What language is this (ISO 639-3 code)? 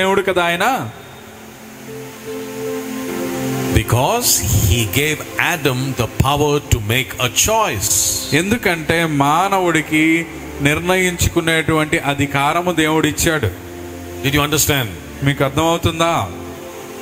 tel